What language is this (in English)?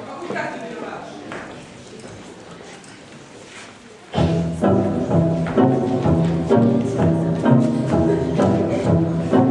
Hungarian